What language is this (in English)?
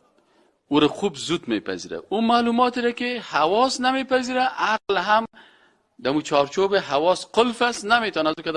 Persian